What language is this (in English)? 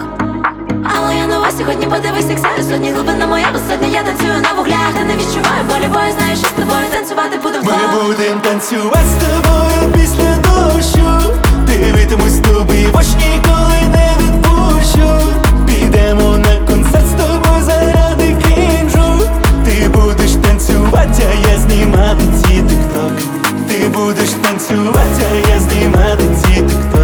Ukrainian